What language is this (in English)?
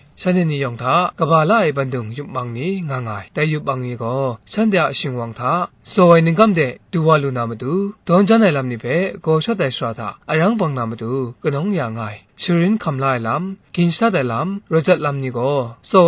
Kachin